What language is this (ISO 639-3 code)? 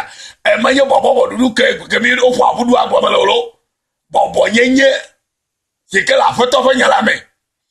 ewe